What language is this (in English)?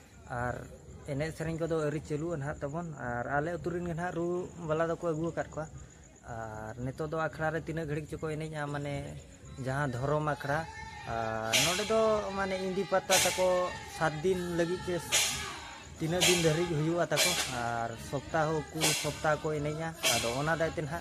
Santali